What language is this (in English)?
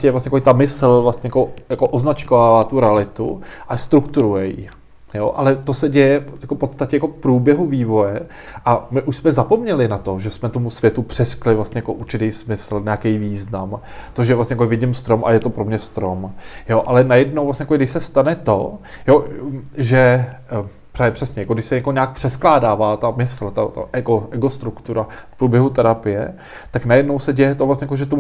Czech